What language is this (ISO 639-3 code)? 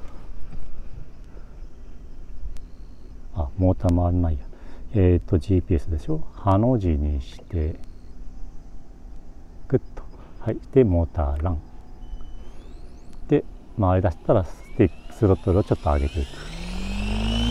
jpn